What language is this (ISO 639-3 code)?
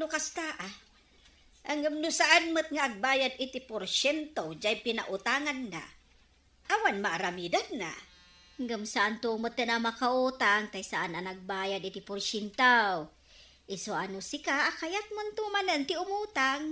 ilo